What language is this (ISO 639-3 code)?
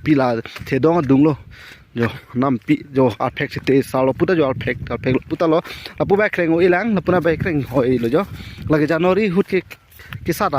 mjw